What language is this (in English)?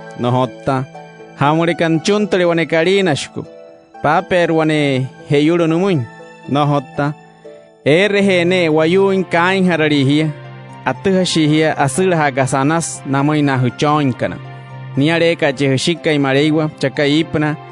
Wayuu